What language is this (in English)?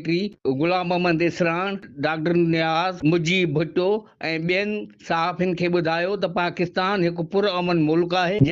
Sindhi